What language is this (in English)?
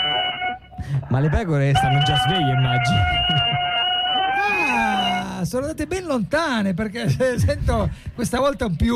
Italian